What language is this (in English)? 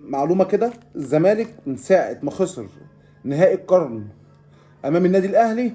Egyptian Arabic